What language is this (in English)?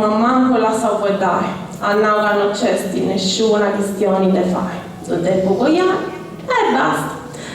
Sardinian